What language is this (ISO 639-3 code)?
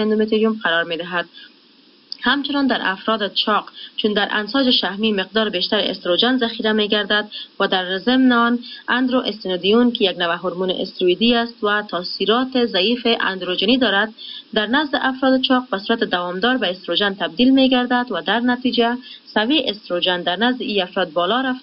fas